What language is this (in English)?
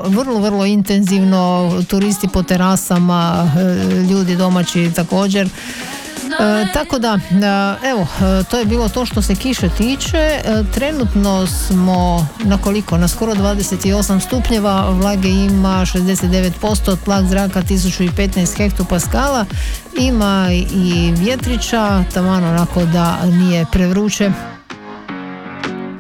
Croatian